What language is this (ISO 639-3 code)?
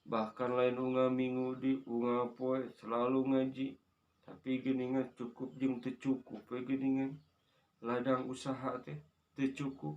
sun